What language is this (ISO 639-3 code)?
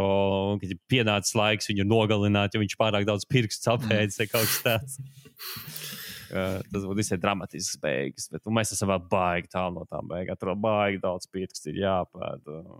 lav